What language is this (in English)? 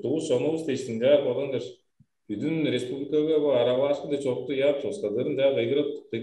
Tuvinian